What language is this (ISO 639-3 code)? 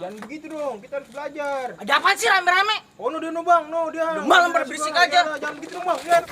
bew